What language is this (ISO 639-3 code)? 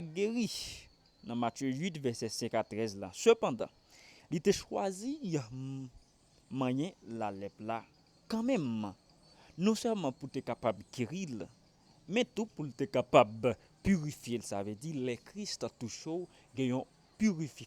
hat